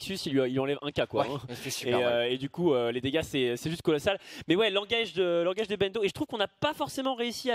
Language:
French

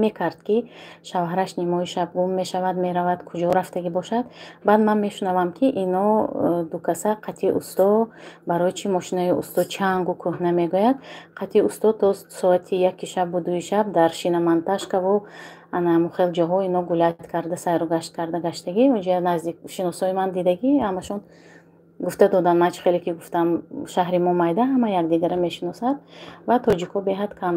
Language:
Tajik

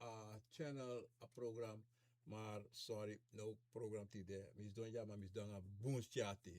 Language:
Sranan Tongo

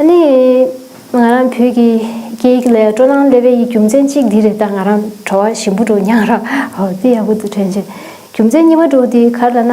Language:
Tibetan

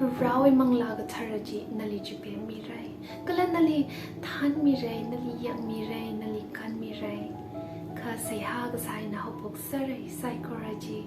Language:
Tangkhul Naga (India)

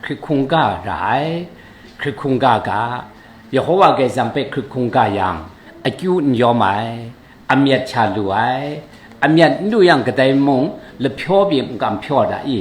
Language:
Kachin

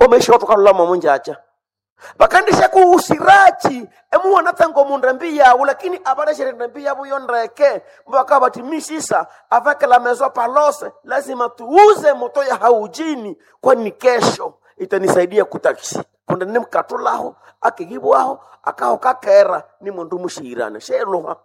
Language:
Nande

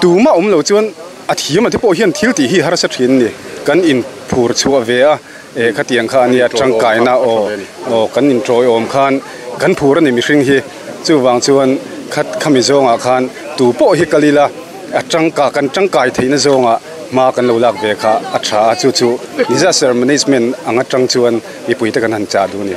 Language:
Mizo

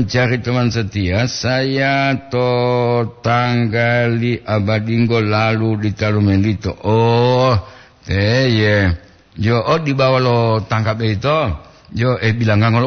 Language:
Gorontalo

